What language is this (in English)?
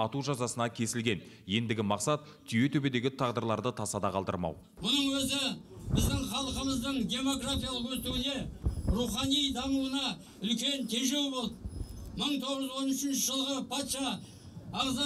Kazakh